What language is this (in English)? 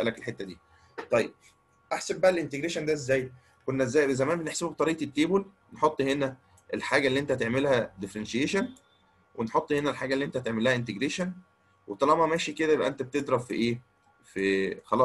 Egyptian Arabic